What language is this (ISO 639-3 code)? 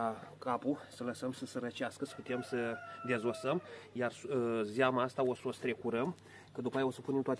ron